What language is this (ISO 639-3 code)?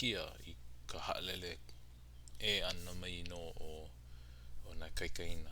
haw